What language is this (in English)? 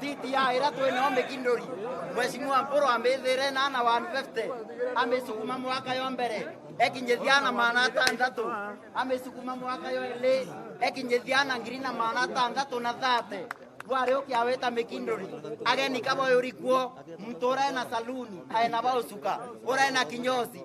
Meru